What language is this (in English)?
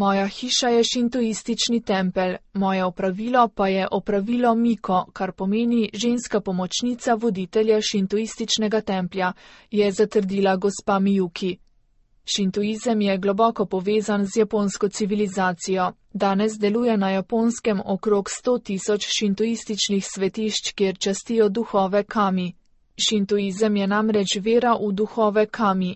Slovenian